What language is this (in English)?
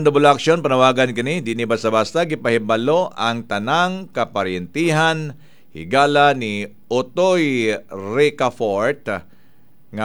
Cebuano